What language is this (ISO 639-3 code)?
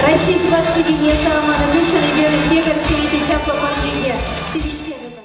chv